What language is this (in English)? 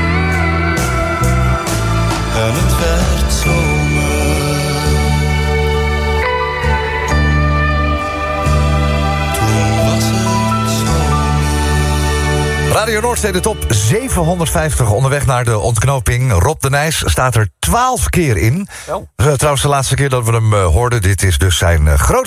Dutch